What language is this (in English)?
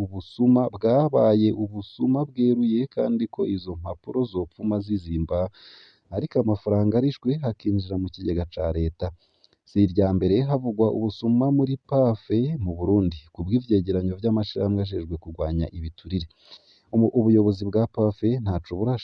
Rundi